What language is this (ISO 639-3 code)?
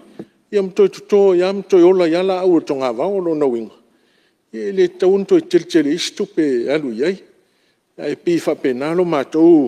smo